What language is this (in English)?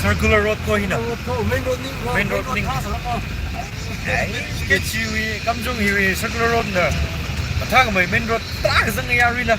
Tangkhul Naga (India)